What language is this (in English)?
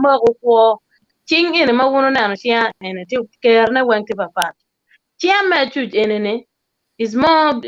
Acoli